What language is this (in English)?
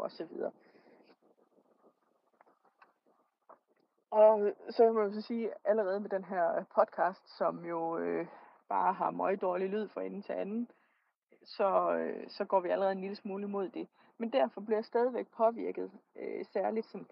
Danish